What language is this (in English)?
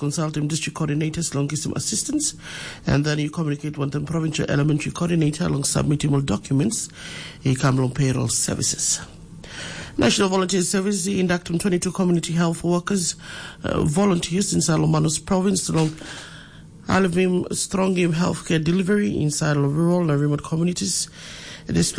Tok Pisin